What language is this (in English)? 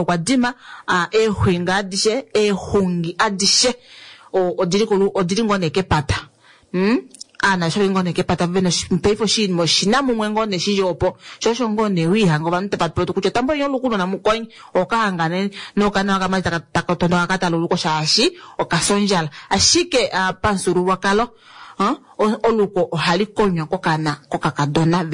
Kuanyama